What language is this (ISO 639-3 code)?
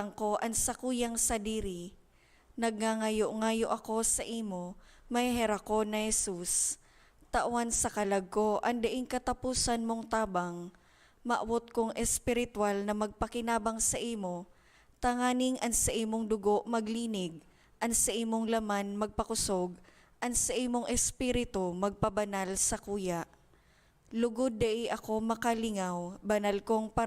bik